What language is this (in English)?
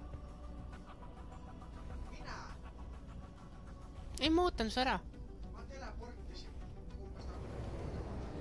Estonian